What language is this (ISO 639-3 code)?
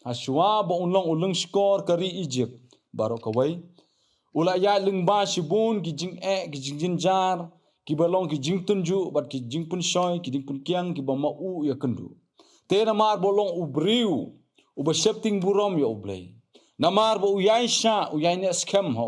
kha